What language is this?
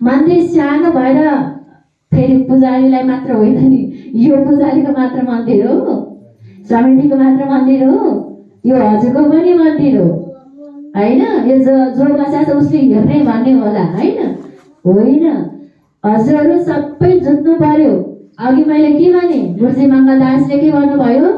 Nepali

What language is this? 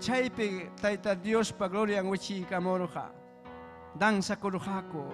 Ayacucho Quechua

